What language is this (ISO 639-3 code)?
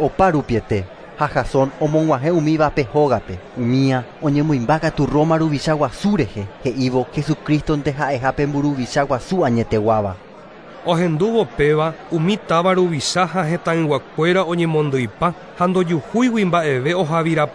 grn